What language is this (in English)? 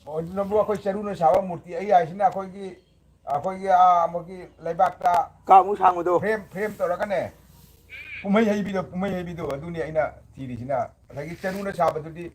Manipuri